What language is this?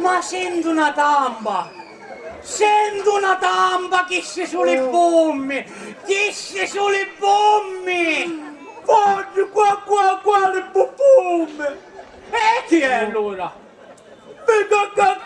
Sicilian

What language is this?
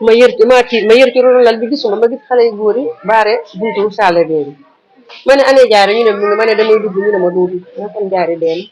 Wolof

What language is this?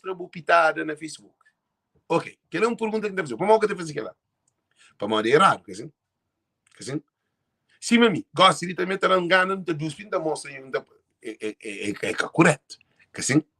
Kabuverdianu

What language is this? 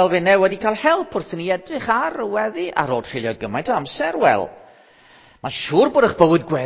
Welsh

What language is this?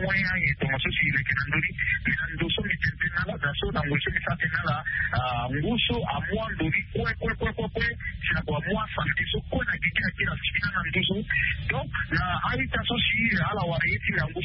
Sango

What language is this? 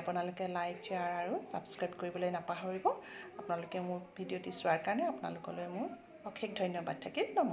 Assamese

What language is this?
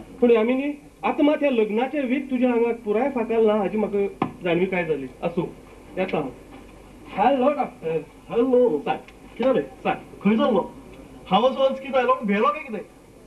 Konkani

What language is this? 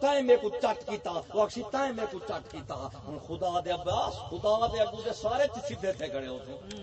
Saraiki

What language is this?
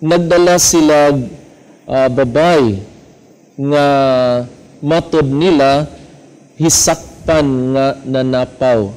Cebuano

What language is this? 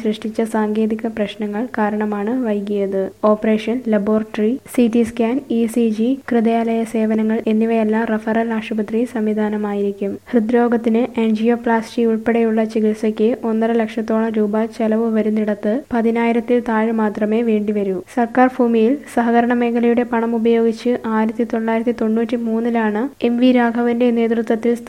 Malayalam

